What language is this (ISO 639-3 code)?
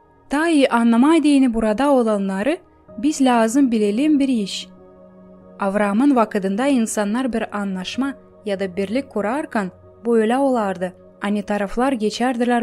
gag